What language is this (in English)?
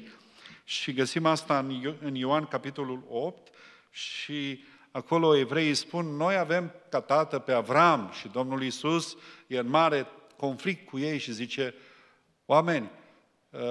Romanian